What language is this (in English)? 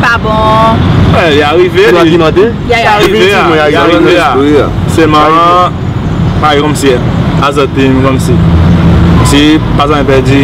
Seselwa Creole French